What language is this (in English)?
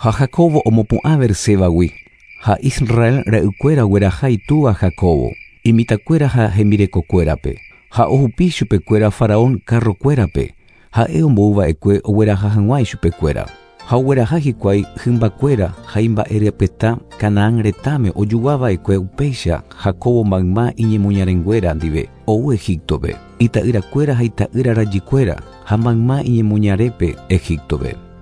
Guarani